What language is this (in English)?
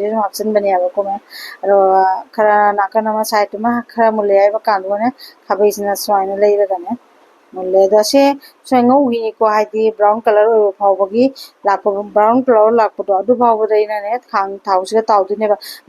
Manipuri